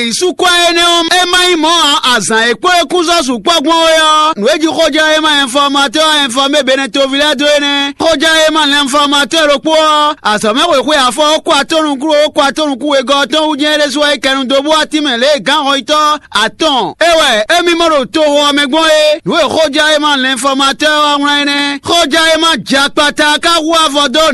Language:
Fon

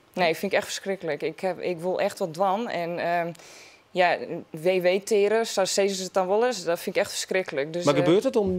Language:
Western Frisian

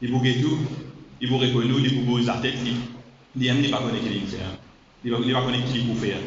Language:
Morisyen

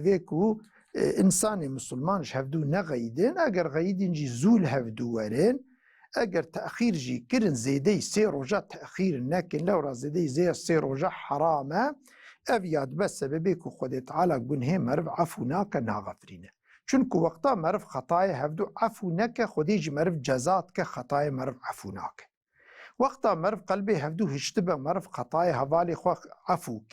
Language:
Kurdish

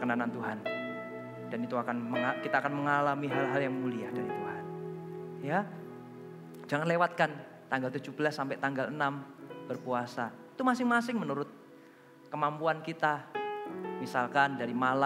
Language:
Indonesian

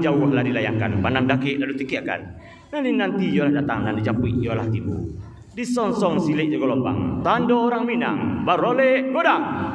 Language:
Minangkabau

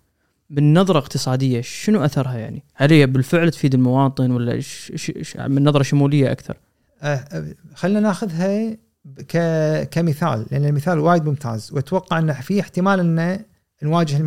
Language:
Gulf Arabic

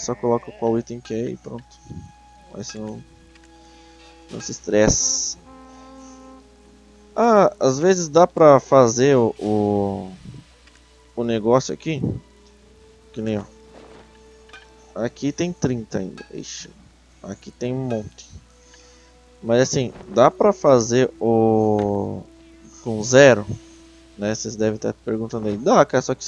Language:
Portuguese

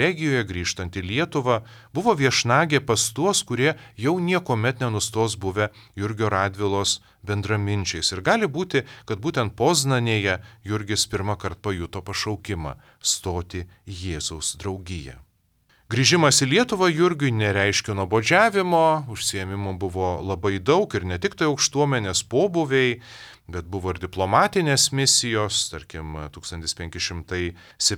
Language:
Lithuanian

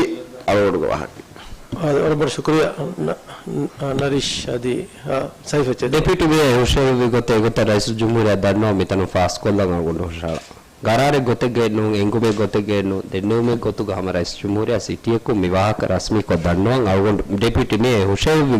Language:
Divehi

